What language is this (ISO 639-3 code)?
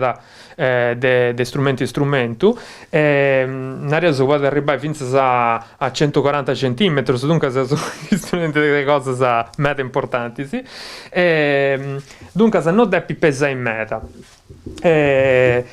srd